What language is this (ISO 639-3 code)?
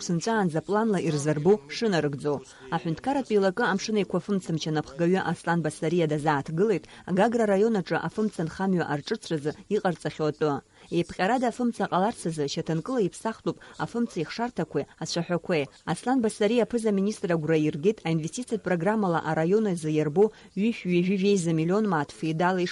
abk